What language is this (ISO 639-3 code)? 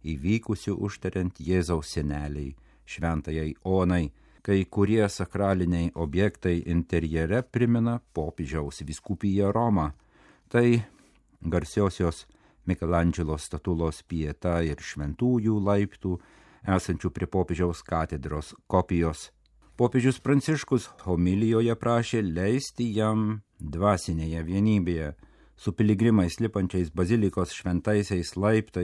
lit